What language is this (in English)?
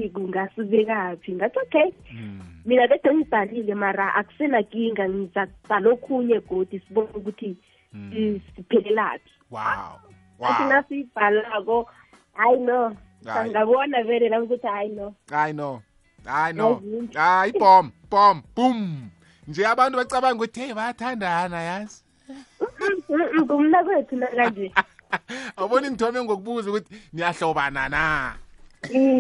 South Ndebele